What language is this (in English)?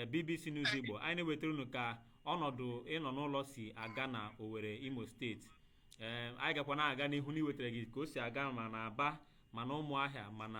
Igbo